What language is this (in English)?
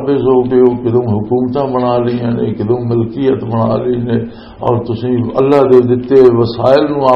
Western Panjabi